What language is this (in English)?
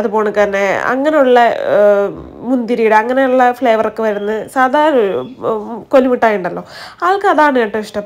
Malayalam